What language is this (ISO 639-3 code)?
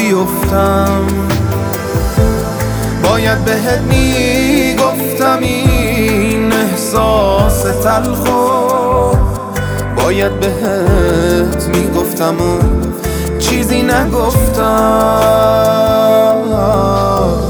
fas